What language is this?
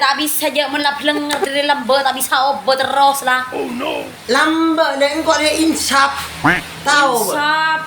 Madurese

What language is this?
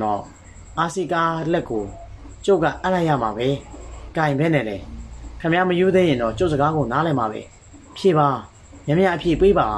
Burmese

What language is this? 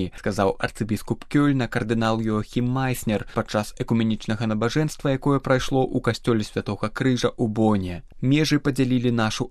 Belarusian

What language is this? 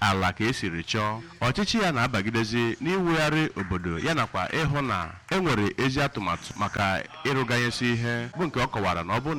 Igbo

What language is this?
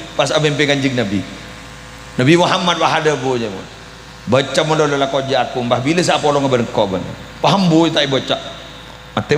Madurese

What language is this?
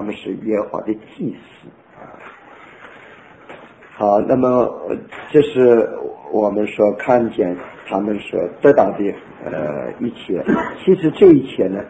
Chinese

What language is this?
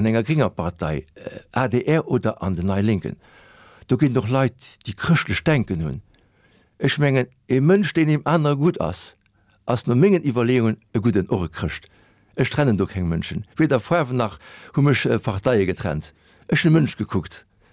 Luxembourgish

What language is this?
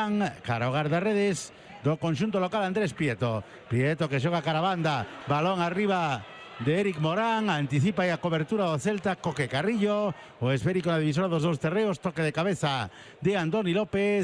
Galician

